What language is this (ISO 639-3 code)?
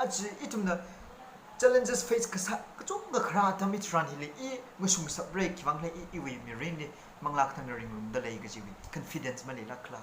nmf